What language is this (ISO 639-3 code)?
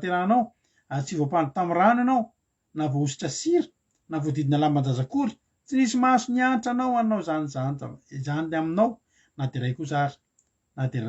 mlg